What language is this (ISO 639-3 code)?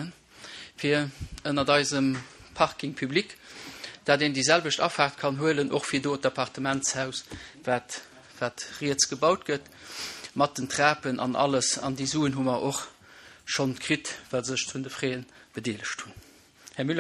ltz